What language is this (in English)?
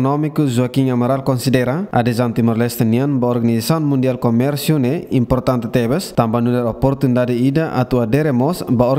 Tetum